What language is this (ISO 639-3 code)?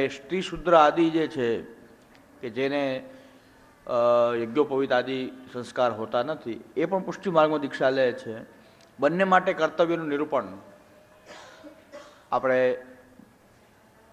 guj